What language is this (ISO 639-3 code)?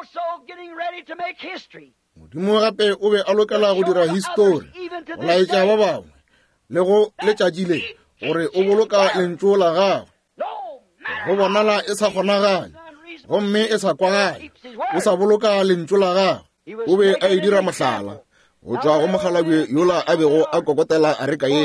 nso